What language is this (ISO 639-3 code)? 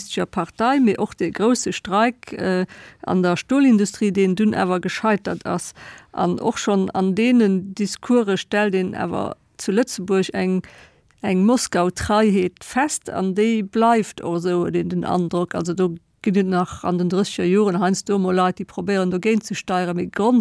ltz